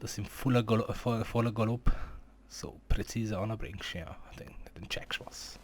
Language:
Swiss German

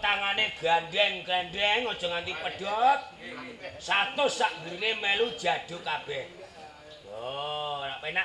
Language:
Javanese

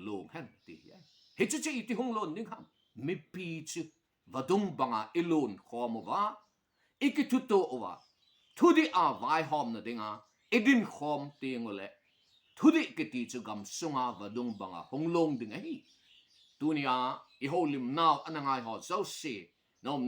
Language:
Thado Chin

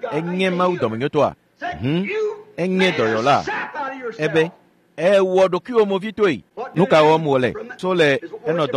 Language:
Ewe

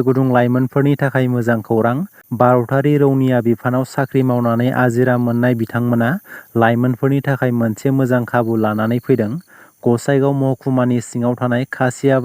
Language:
Bodo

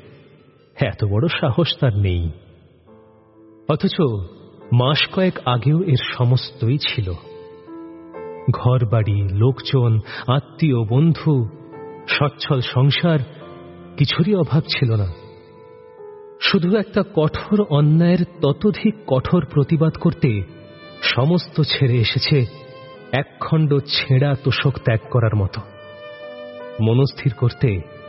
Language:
Bangla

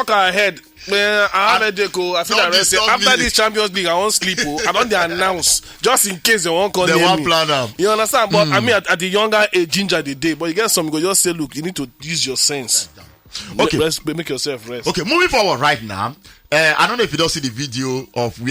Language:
Nigerian Pidgin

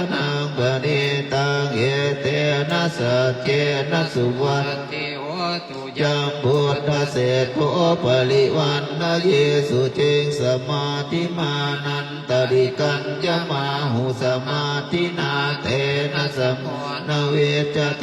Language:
Pali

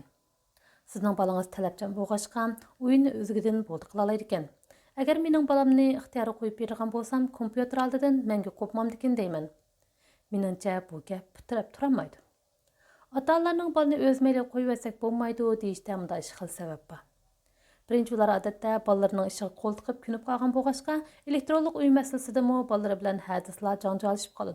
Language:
Uyghur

